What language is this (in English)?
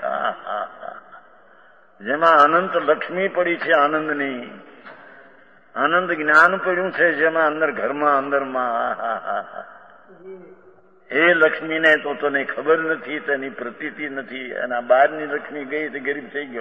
Gujarati